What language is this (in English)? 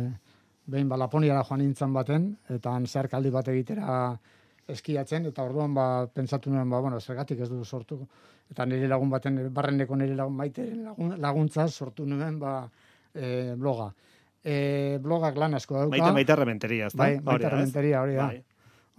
Basque